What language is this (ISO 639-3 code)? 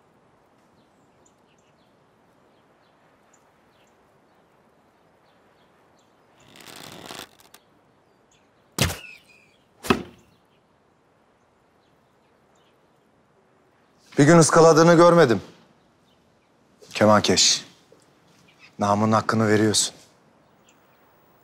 tur